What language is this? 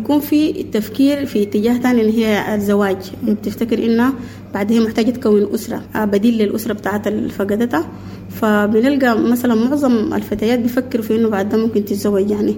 Sudanese Arabic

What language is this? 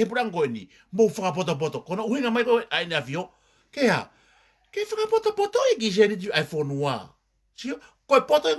Tongan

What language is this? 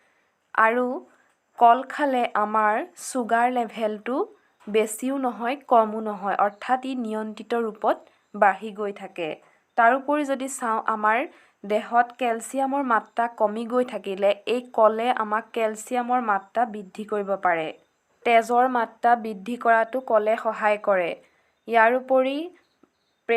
Assamese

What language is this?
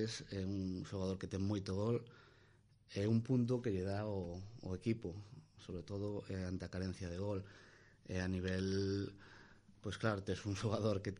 Galician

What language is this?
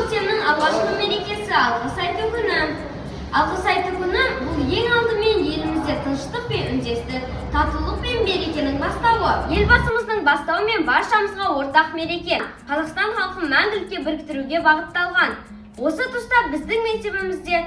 Kazakh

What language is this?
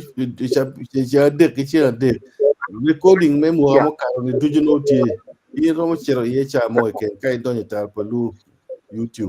Acoli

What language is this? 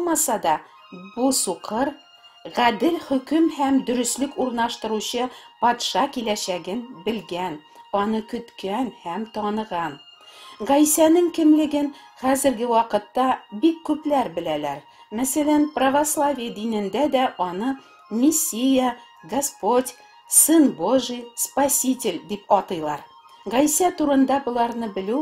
Tatar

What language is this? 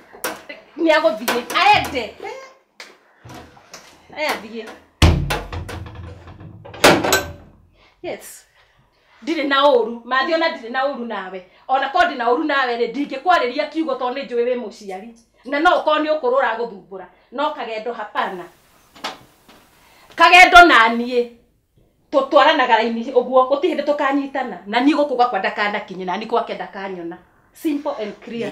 Kikuyu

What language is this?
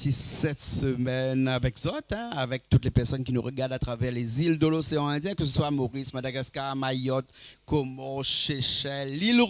Réunion Creole French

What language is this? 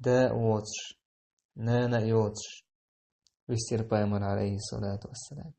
Chechen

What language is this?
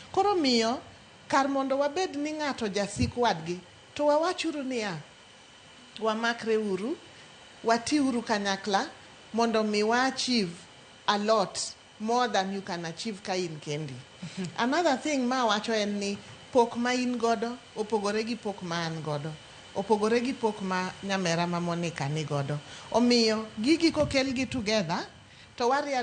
Luo (Kenya and Tanzania)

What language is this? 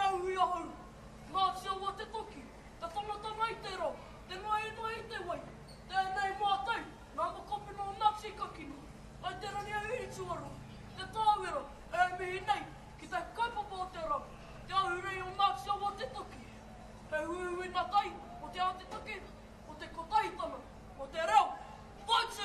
Māori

